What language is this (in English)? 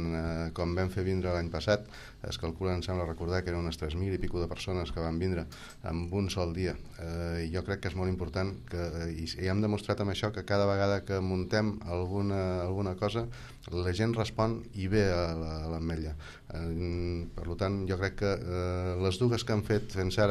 Catalan